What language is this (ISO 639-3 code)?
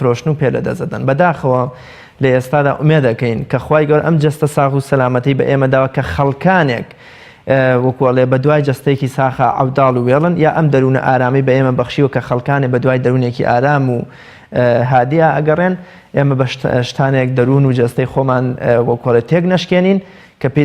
ckb